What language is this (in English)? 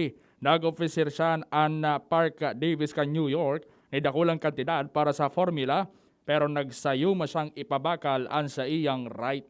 Bikol